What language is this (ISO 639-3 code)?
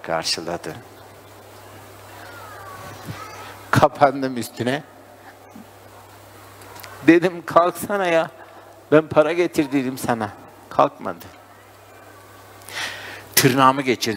tur